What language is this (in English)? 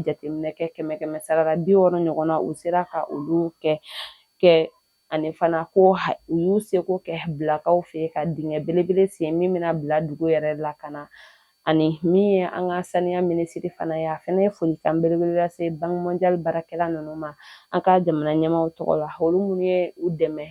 Bambara